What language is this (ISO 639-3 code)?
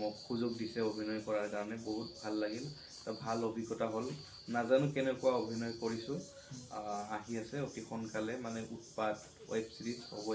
asm